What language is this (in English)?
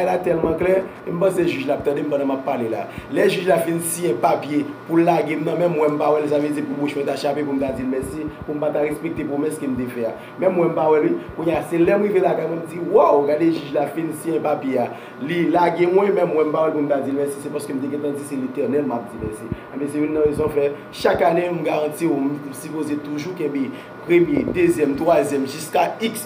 Haitian Creole